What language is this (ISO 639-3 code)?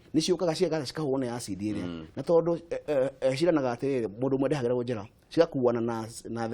kik